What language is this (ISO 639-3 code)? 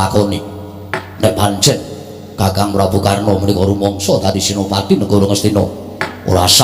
jav